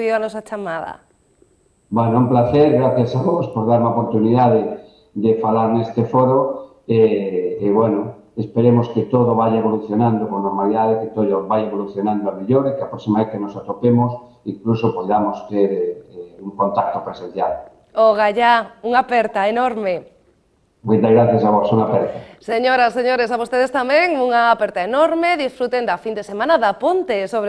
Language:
Galician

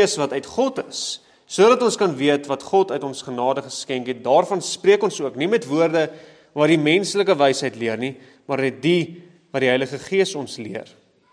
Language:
Afrikaans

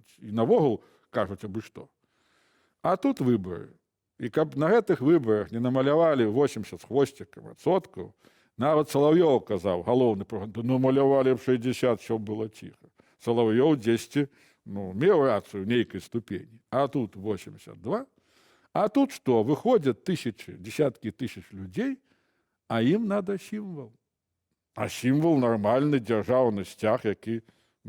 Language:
Belarusian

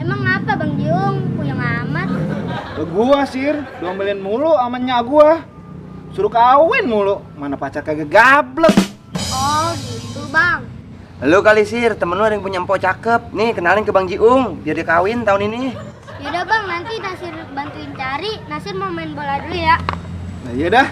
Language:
Betawi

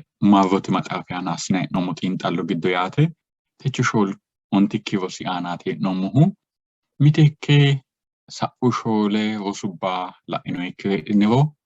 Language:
Sidamo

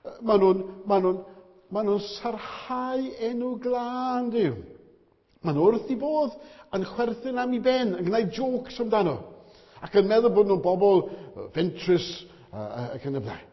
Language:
Welsh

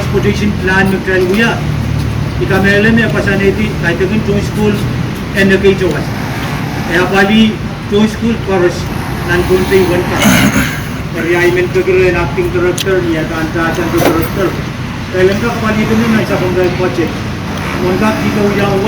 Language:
Pohnpeian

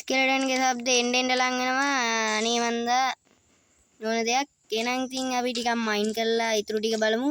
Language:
Sinhala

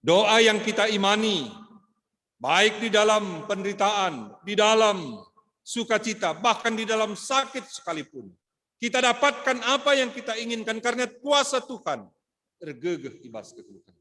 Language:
Batak Karo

